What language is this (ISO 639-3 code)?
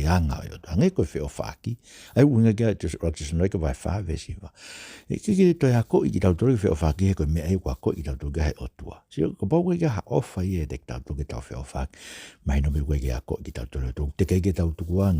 ton